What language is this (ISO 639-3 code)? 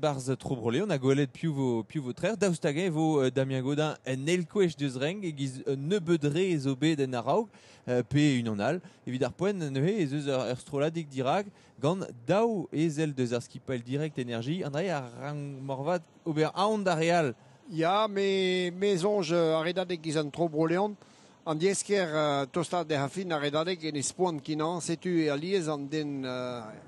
bre